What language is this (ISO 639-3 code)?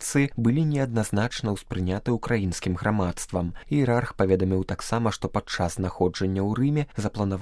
bel